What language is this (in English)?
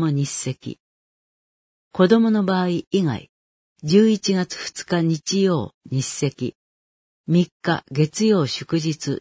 Japanese